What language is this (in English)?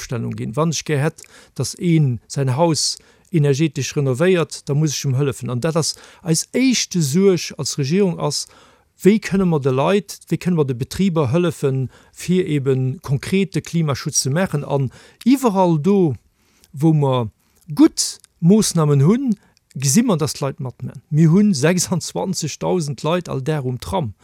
Luxembourgish